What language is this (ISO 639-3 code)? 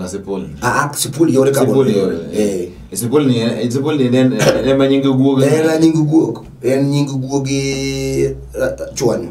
luo